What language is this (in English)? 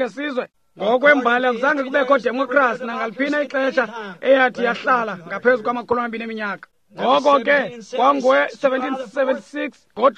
Xhosa